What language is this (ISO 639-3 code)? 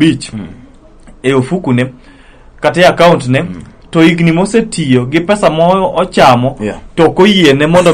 luo